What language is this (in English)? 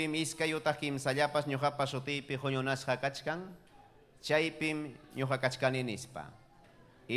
Ayacucho Quechua